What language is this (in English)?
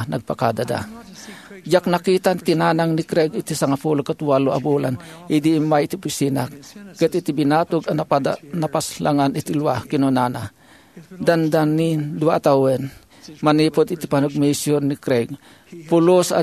Iloko